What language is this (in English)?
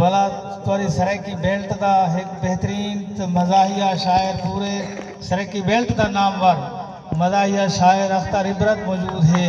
Saraiki